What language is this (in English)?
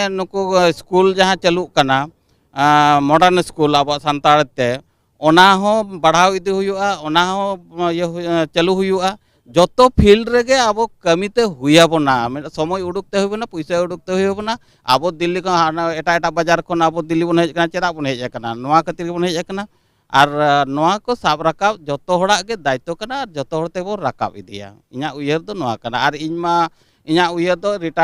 Santali